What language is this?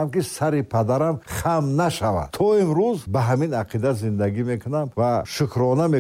Tajik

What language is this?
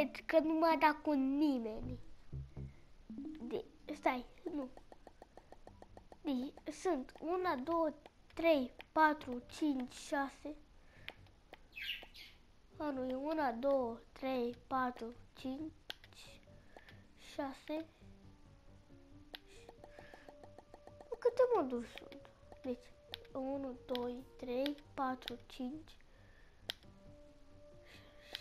Romanian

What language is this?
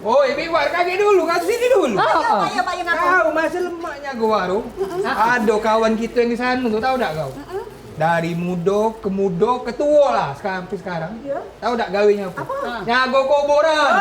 Musi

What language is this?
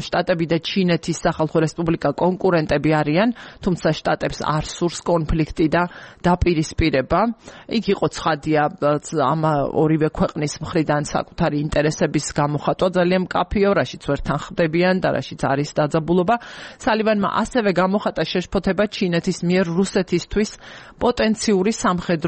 Georgian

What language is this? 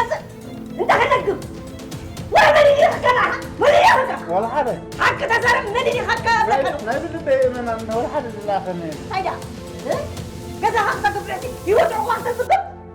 Tigrinya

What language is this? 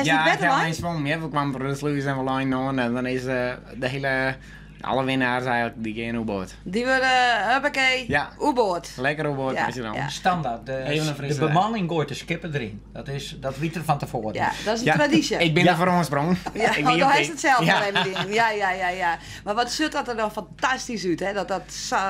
Western Frisian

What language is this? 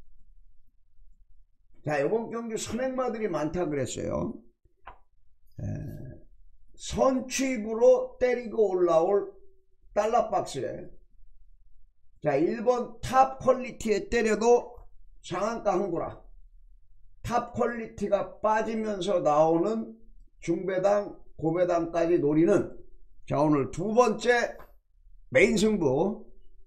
Korean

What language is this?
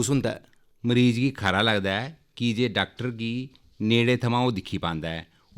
Dogri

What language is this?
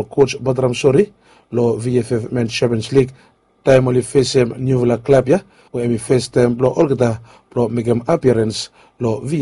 Bislama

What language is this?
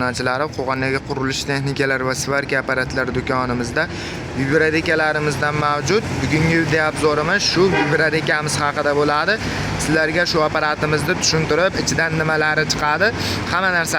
Uzbek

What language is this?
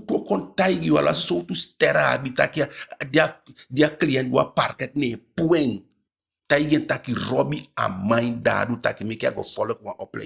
Eastern Maroon Creole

